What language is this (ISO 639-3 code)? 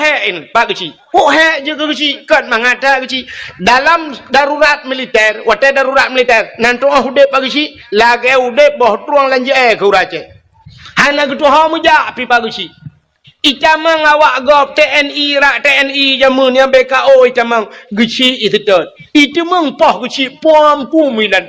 ace